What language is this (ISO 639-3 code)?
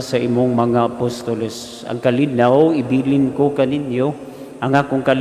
ceb